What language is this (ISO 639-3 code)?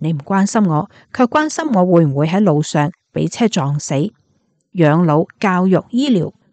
yue